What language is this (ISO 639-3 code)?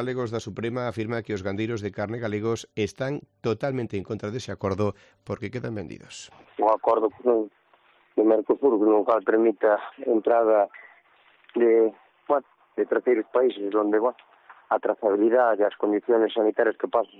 glg